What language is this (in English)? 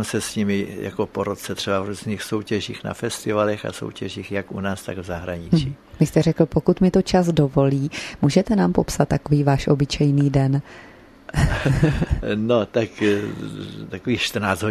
Czech